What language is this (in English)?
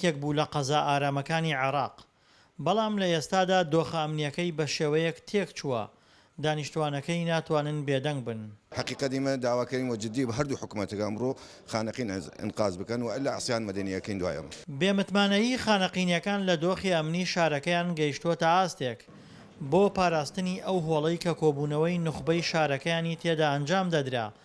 Central Kurdish